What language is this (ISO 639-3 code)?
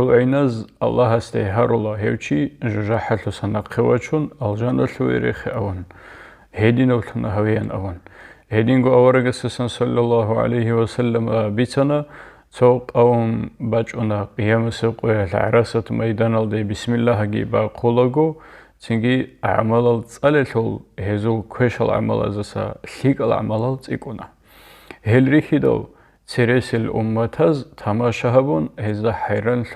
ava